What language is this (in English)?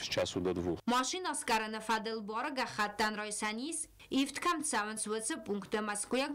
Ossetic